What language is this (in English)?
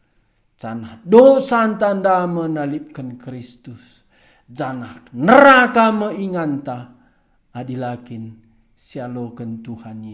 Batak Karo